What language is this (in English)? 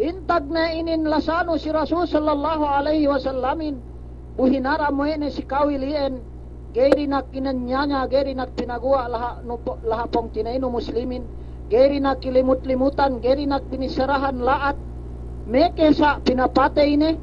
Yakan